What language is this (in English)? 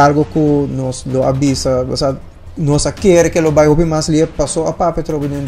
Papiamento